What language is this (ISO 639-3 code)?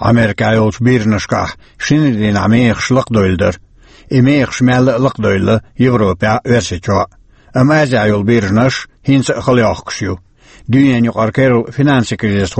che